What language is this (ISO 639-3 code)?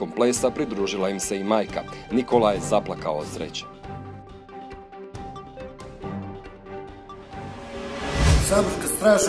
hrv